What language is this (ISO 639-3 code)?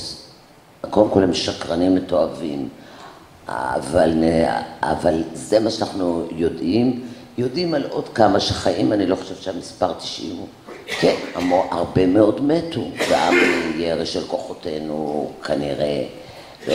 heb